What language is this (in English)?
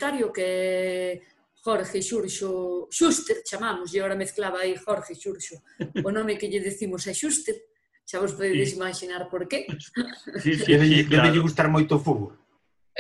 Galician